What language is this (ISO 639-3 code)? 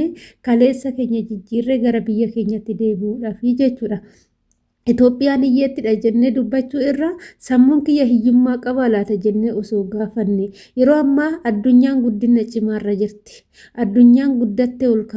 orm